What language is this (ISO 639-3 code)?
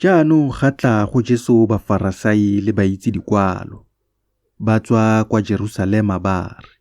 tsn